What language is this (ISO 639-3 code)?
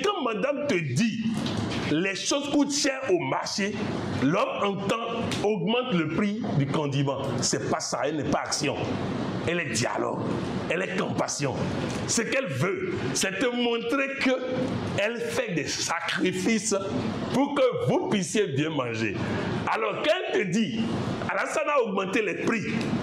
fra